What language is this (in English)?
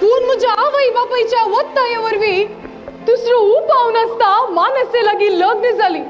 Konkani